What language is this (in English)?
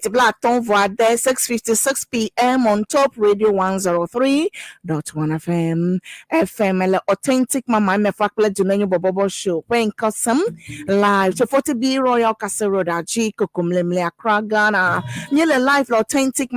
Ewe